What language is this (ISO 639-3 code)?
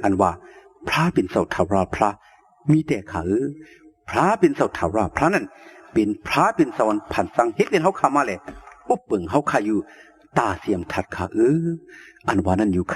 shn